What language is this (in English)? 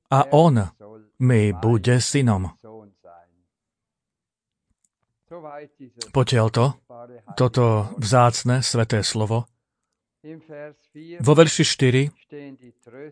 Slovak